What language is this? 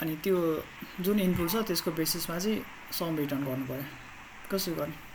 Nepali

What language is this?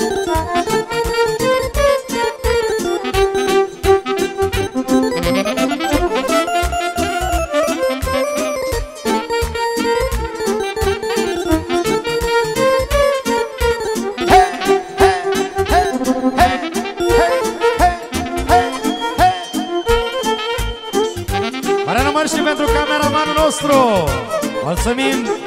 Romanian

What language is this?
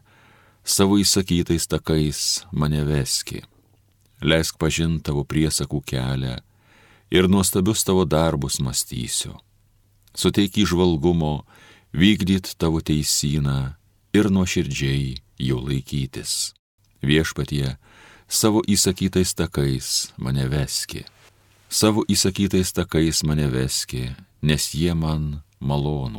Lithuanian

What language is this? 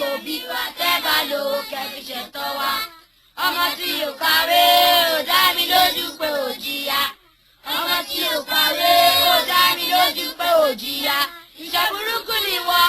Yoruba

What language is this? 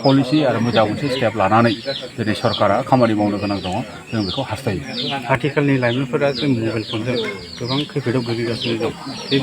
Bodo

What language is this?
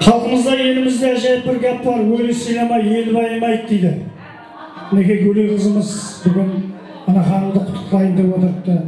Kara-Kalpak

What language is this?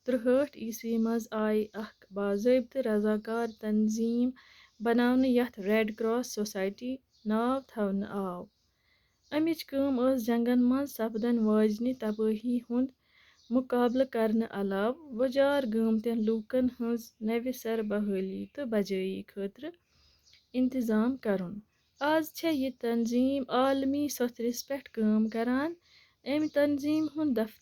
Kashmiri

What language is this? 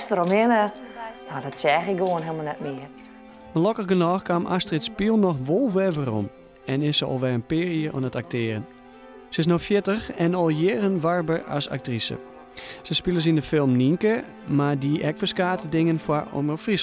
Western Frisian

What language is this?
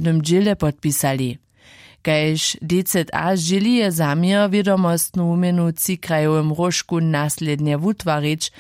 Upper Sorbian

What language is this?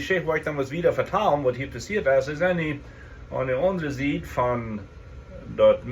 Plautdietsch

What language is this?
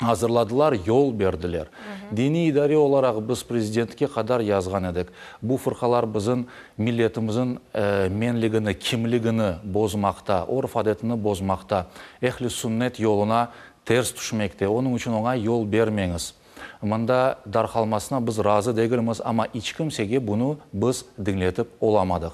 Crimean Tatar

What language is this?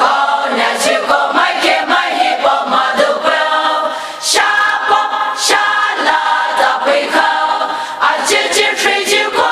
Poumei Naga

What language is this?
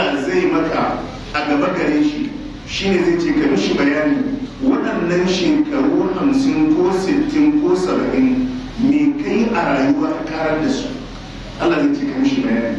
Hausa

